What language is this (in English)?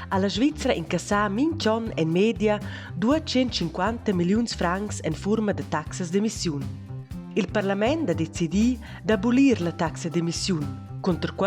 Romansh